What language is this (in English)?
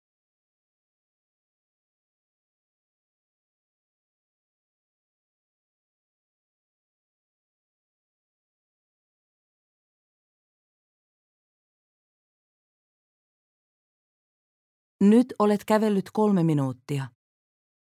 Finnish